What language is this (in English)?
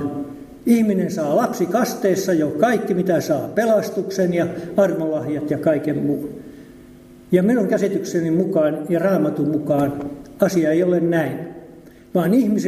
Finnish